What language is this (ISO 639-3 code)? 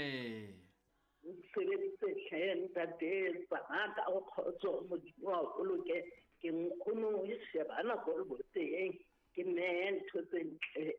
sot